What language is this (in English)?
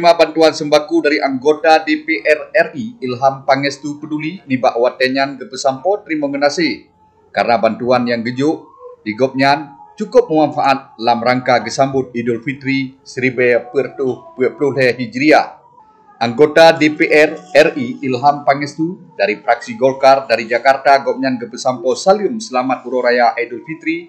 Achinese